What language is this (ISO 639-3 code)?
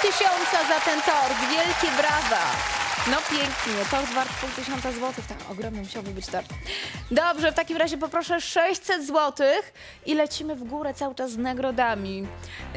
pol